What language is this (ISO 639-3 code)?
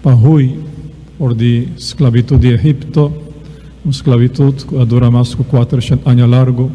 pap